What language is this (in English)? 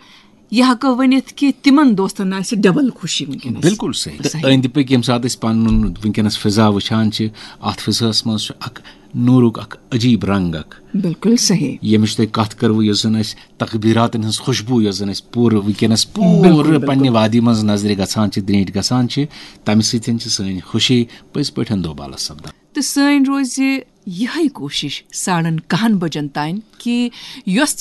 Kashmiri